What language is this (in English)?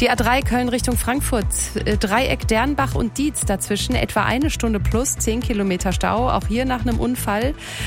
German